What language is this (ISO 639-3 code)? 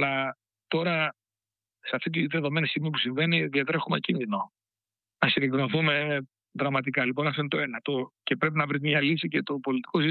ell